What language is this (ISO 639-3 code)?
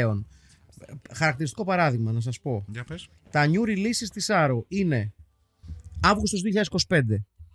ell